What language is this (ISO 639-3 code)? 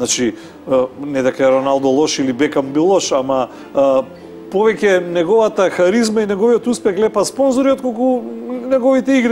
mkd